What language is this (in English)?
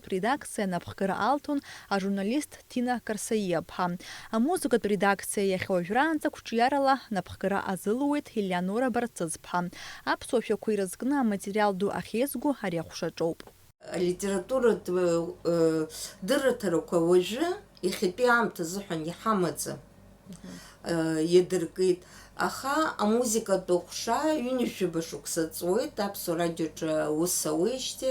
Abkhazian